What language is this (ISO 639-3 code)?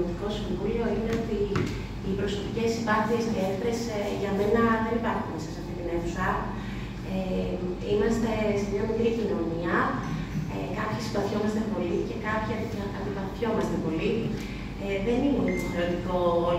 ell